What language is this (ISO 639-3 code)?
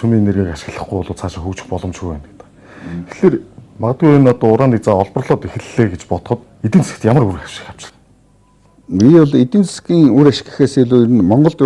mon